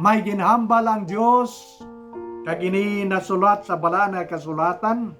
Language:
Hiligaynon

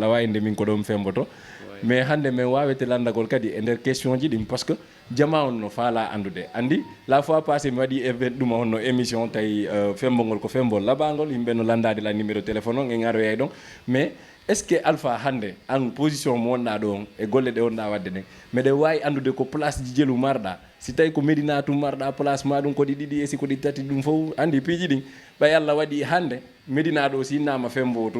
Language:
Fula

